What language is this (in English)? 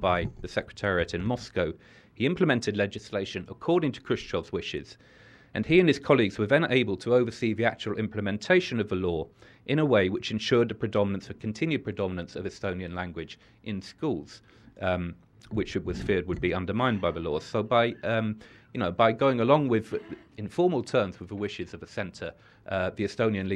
English